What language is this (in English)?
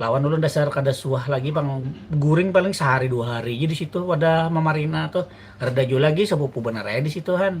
Banjar